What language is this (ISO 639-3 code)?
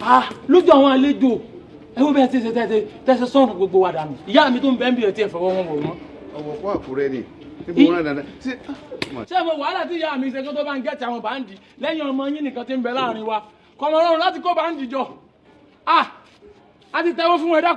yor